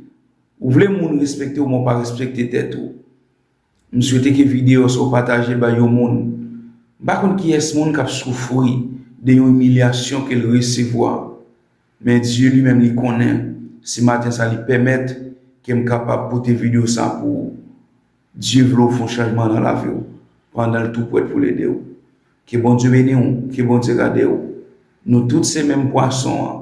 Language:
Haitian Creole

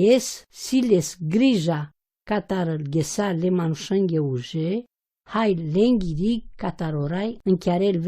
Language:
Romany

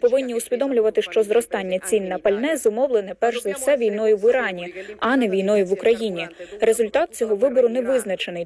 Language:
Ukrainian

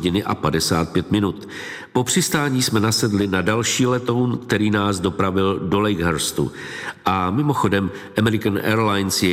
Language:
Czech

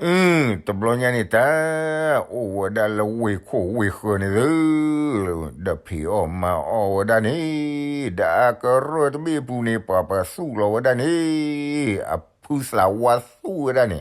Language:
S'gaw Karen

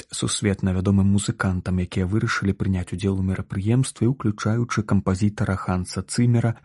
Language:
Belarusian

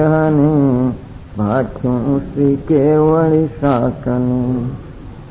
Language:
Gujarati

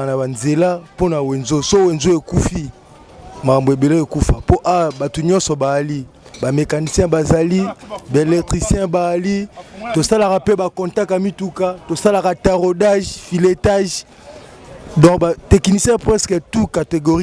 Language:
Lingala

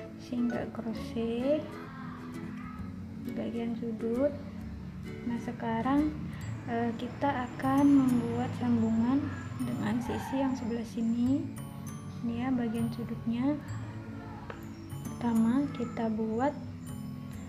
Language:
Indonesian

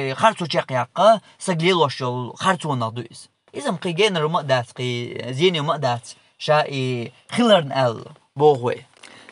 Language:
Chechen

